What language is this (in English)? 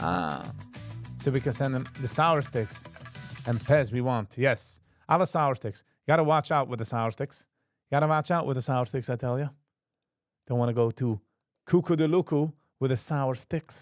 Yiddish